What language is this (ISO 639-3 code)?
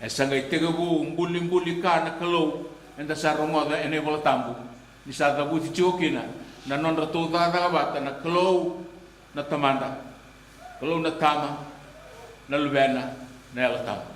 fij